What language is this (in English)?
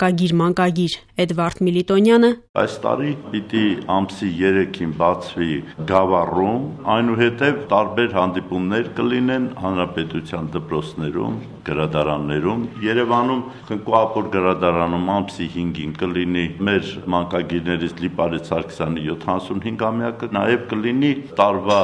Armenian